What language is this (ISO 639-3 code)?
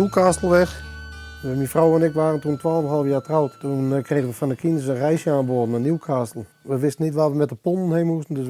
fry